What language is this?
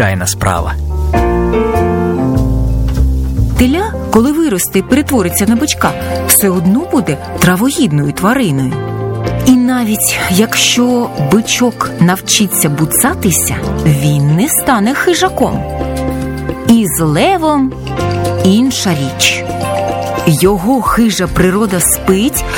Ukrainian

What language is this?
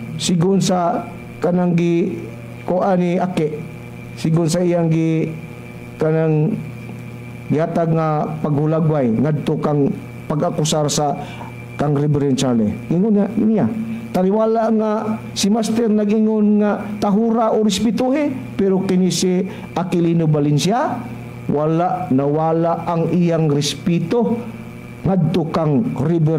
Cebuano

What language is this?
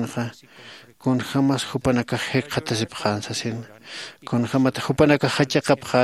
Aymara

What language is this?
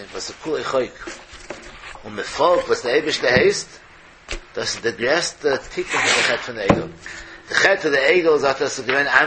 Yiddish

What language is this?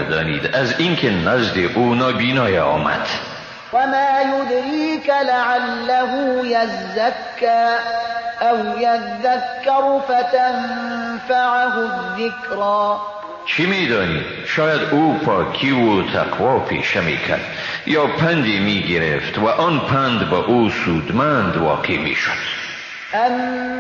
Persian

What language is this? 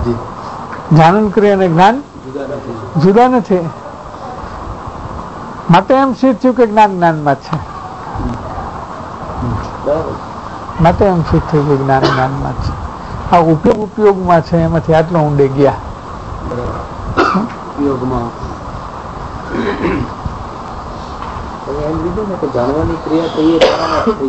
Gujarati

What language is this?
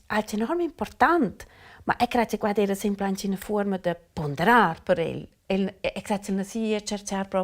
Romansh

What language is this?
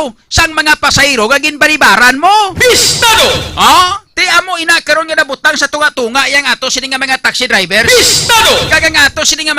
Hiligaynon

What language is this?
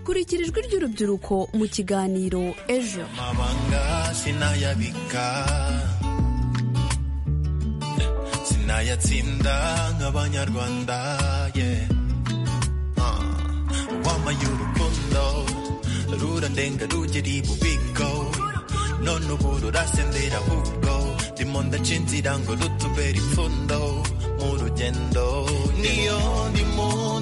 Kinyarwanda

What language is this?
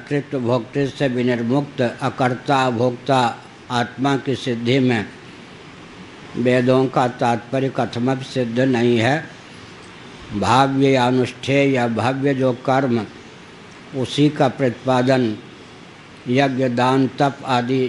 Hindi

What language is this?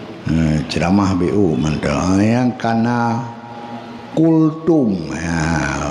Achinese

